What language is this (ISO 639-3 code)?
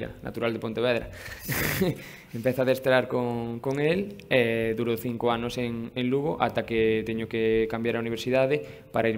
glg